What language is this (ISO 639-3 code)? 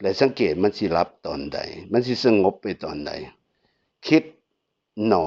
tts